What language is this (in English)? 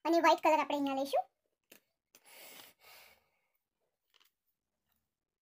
Gujarati